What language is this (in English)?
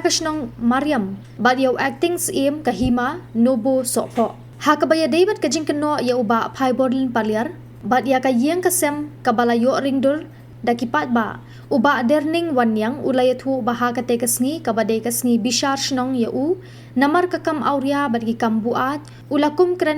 Khasi